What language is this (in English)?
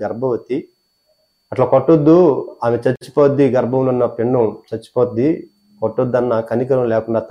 Telugu